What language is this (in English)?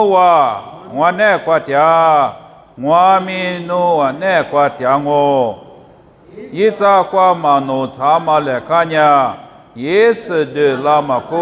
Lisu